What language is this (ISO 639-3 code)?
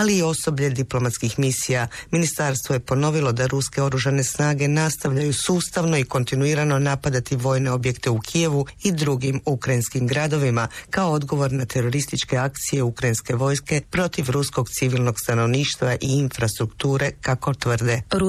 hrv